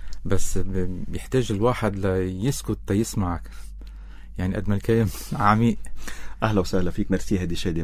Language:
North Levantine Arabic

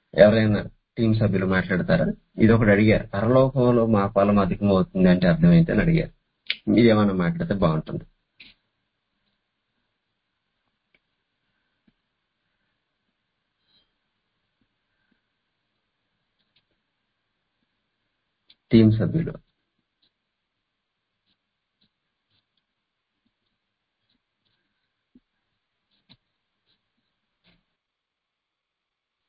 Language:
Telugu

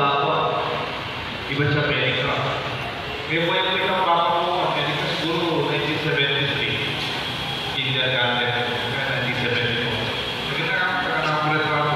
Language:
Pampanga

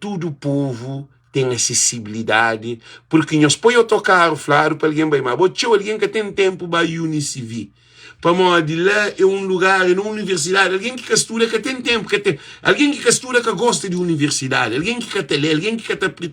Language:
Kabuverdianu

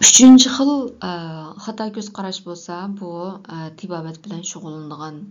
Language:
Uyghur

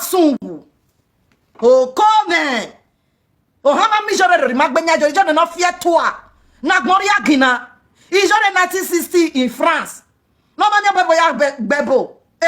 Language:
Nigerian Pidgin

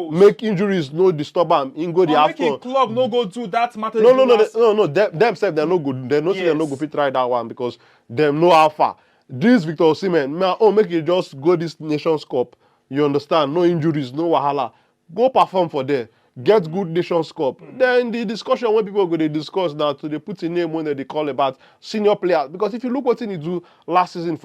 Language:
Nigerian Pidgin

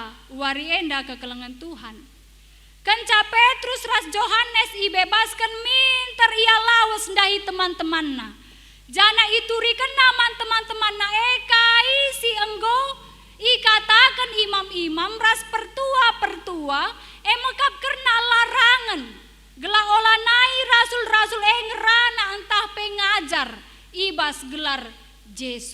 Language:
Batak Karo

